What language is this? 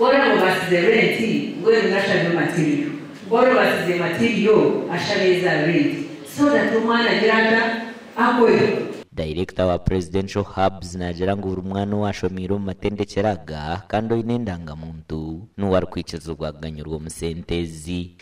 Nyankole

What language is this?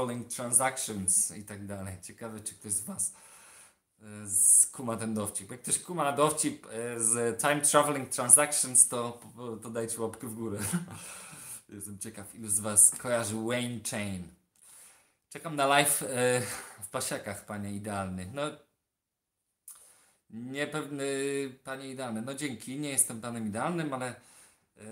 Polish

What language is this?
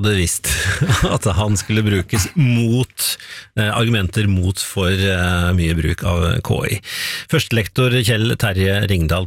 Norwegian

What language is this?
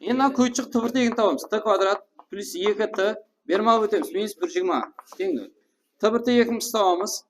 Kara-Kalpak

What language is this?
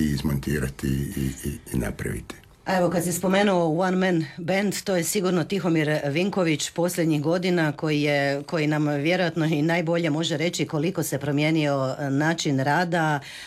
Croatian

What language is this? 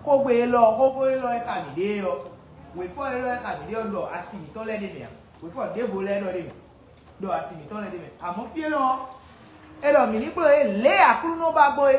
Fon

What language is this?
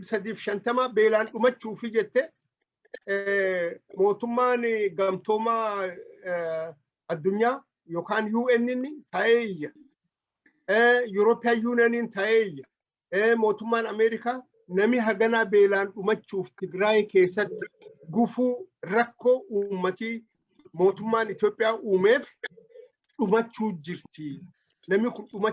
Oromo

